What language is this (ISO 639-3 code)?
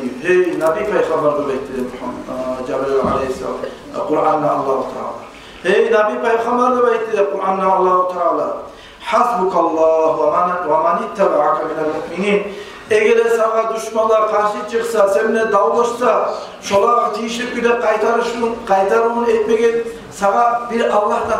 kum